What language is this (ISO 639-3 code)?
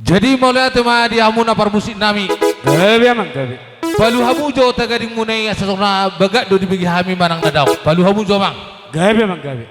bbc